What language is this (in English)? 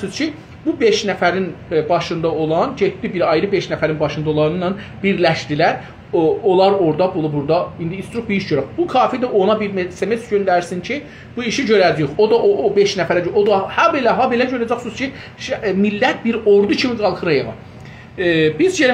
South Azerbaijani